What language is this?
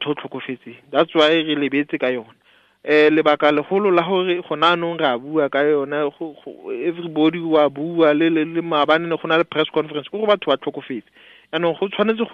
Tswana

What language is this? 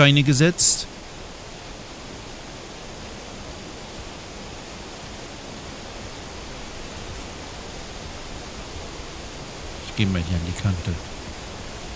German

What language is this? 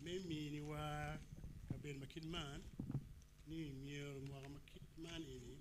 Acoli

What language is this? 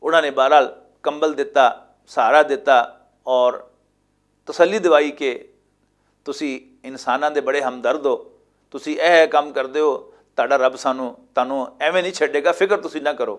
Western Panjabi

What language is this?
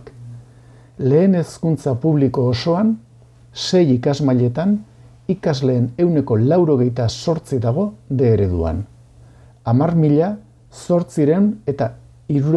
Basque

